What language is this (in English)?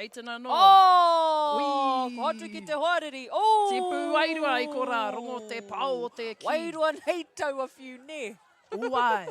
Māori